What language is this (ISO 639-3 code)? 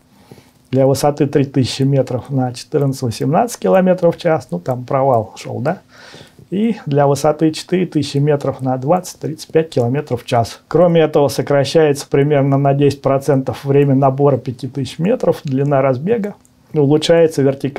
rus